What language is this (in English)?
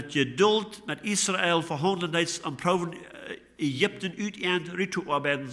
Plautdietsch